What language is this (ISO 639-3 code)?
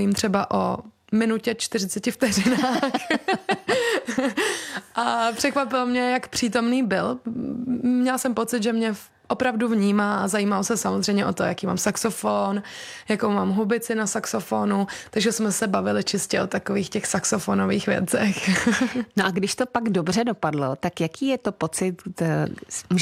ces